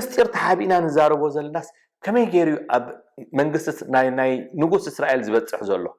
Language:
Tigrinya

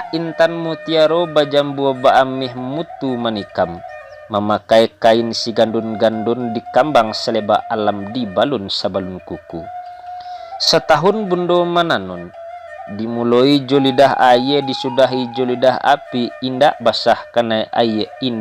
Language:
Minangkabau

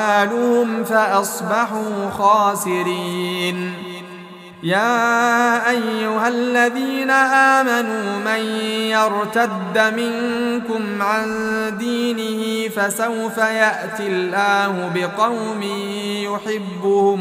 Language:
Arabic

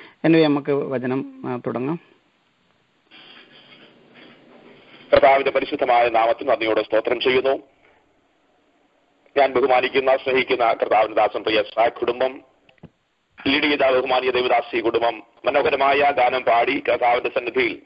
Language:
Malayalam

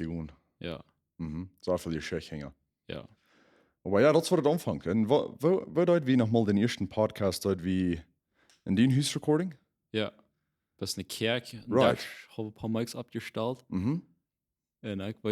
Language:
Plautdietsch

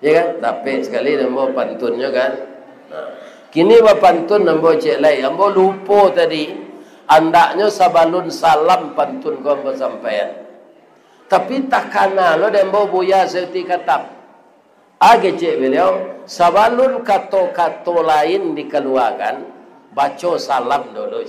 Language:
Minangkabau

